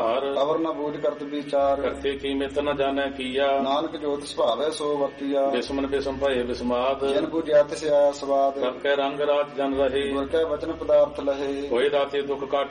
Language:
Punjabi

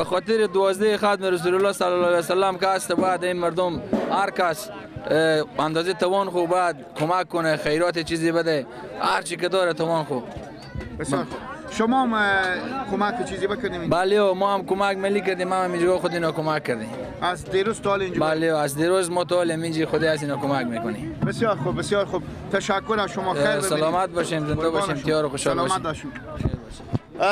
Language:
Persian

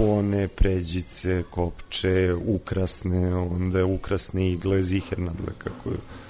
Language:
Serbian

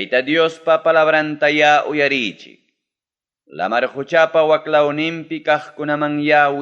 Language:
Ayacucho Quechua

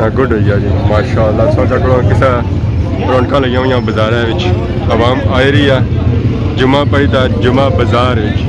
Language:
Pahari-Potwari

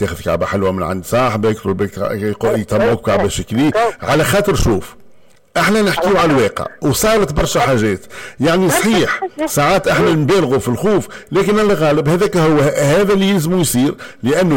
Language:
Tunisian Arabic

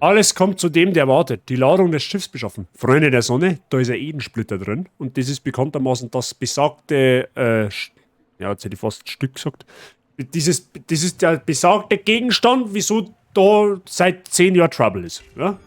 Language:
Bavarian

